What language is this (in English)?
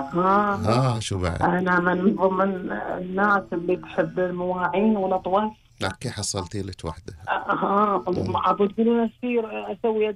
Gulf Arabic